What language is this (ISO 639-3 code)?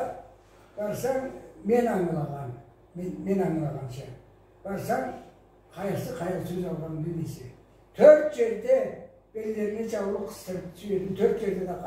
krc